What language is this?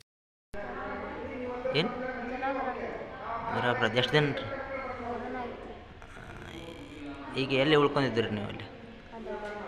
Kannada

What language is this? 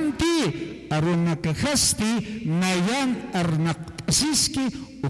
Aymara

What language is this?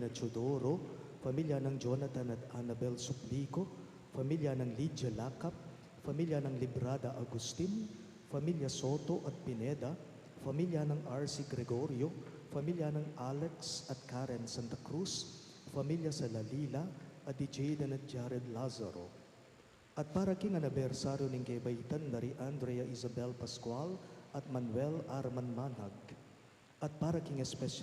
Pampanga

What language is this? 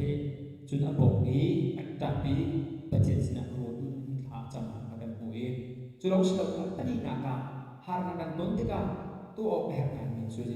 Hakha Chin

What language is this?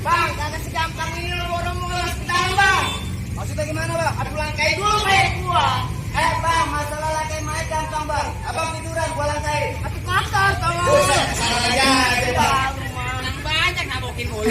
Betawi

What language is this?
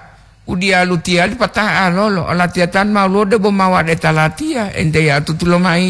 Gorontalo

